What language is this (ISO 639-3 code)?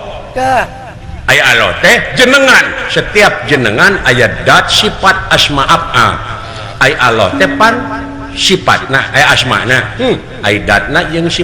sun